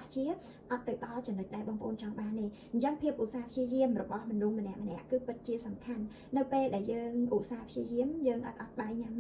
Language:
Khmer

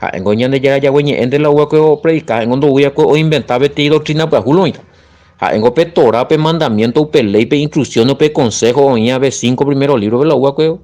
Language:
Guarani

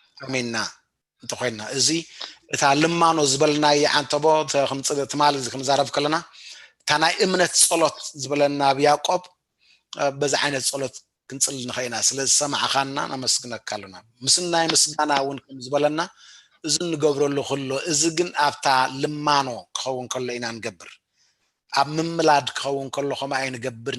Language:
Tigrinya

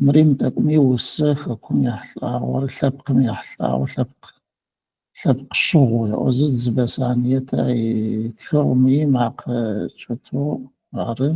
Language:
Adyghe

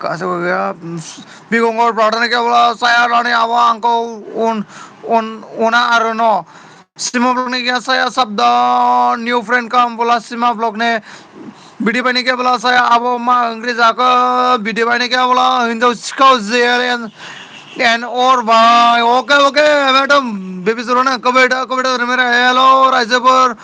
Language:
Bodo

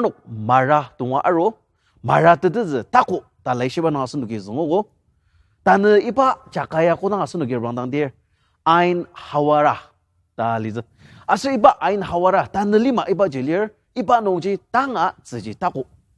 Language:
Ao Naga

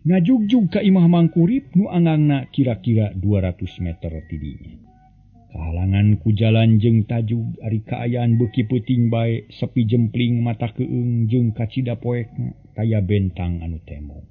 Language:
Sundanese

